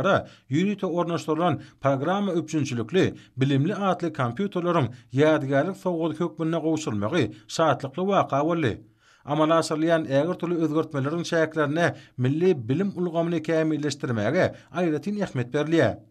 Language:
Turkmen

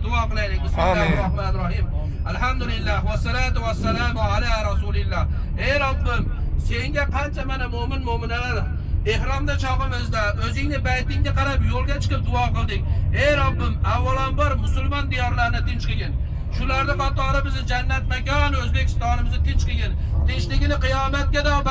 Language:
Uzbek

